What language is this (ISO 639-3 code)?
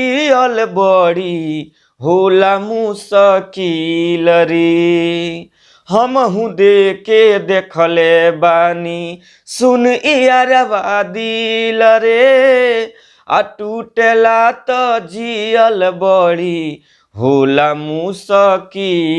bho